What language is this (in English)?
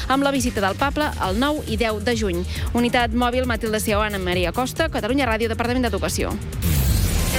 Catalan